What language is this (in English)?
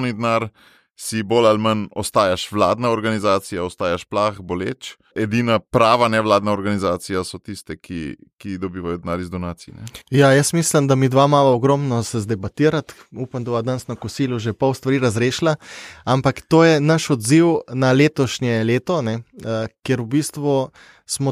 Slovenian